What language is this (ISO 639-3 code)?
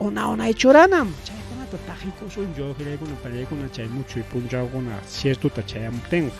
quy